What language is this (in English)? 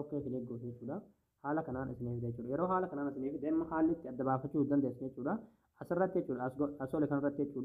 Oromo